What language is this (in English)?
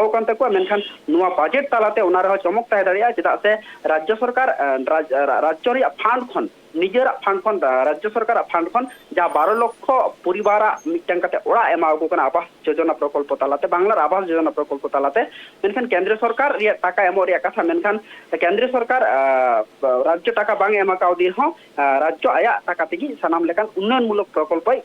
Santali